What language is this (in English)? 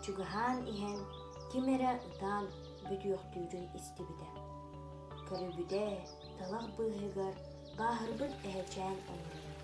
Yakut